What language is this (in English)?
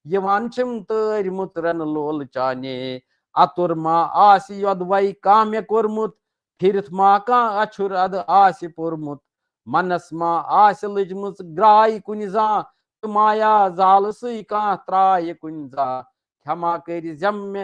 Kashmiri